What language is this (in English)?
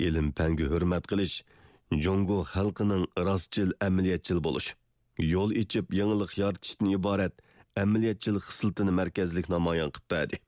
Uyghur